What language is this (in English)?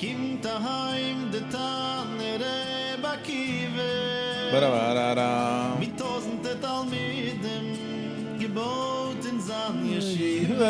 Yiddish